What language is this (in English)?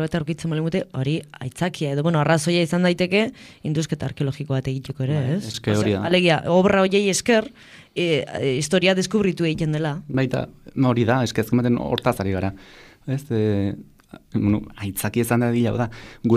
Basque